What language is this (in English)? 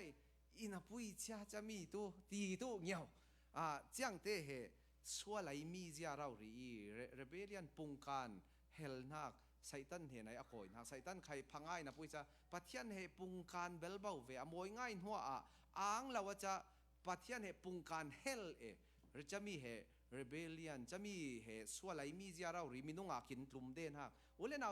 Falam Chin